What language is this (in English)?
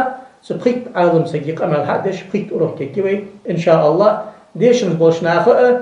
Ingush